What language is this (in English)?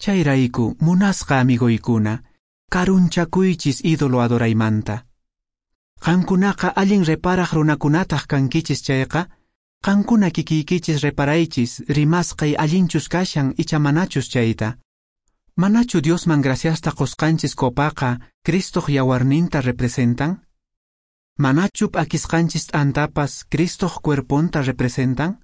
Quechua